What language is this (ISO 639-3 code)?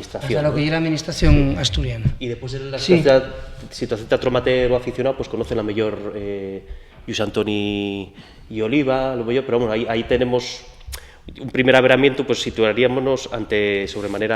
ast